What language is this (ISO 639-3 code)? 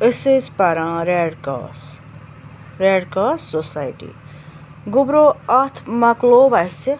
kas